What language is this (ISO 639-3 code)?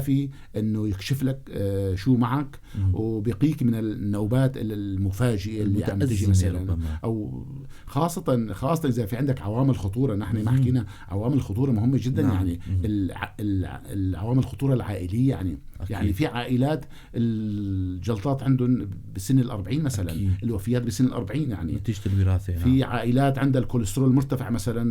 apc